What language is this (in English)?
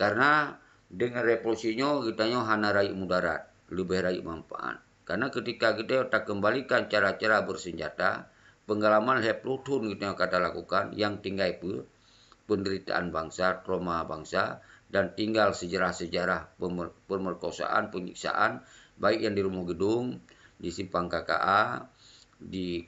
Achinese